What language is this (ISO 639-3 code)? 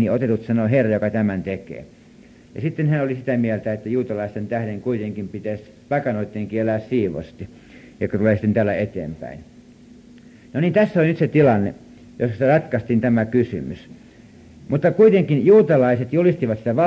fin